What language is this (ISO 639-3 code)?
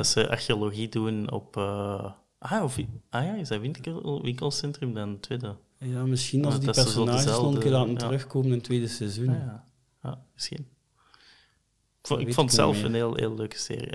nld